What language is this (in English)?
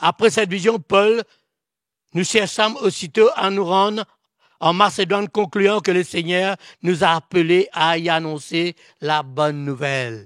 Morisyen